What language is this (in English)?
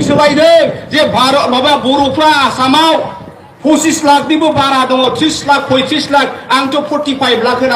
Bodo